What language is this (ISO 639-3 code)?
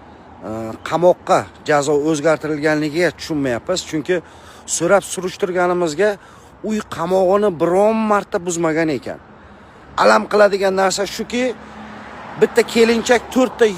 uzb